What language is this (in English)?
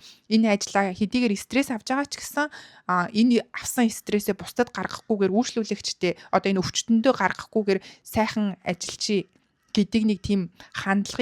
Mongolian